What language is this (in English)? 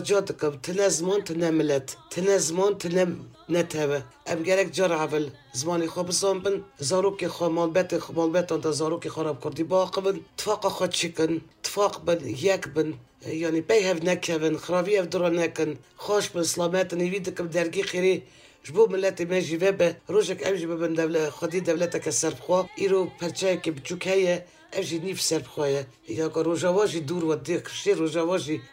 Kurdish